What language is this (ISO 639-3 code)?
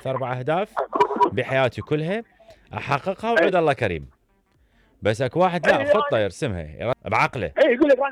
acm